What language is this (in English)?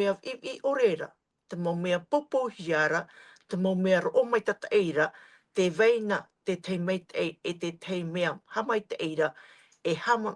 Tahitian